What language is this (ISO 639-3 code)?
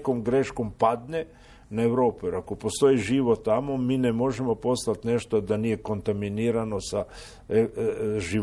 hrv